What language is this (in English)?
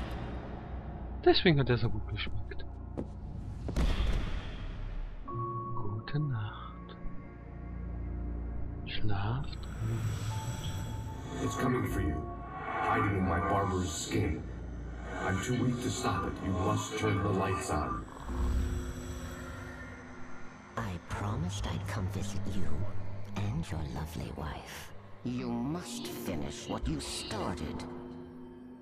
German